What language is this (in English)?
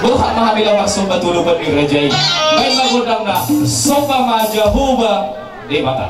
Batak Toba